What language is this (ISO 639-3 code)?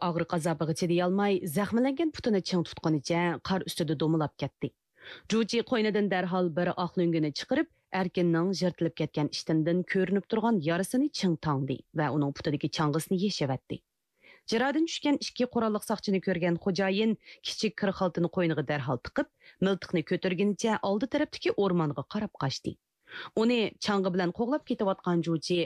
uig